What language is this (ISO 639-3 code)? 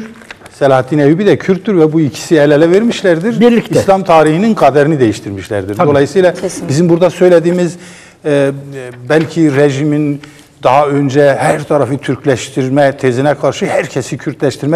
tur